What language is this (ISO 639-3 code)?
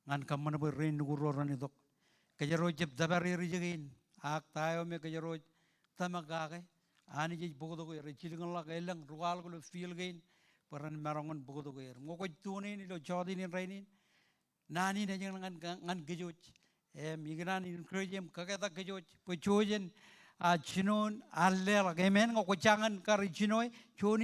mah